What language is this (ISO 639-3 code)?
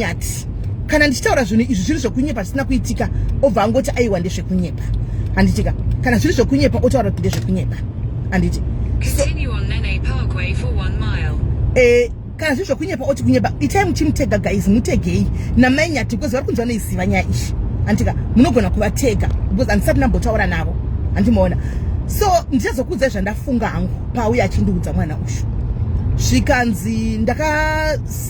sna